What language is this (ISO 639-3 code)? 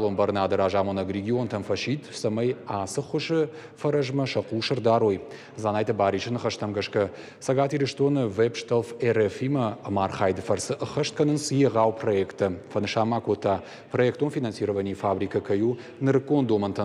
oss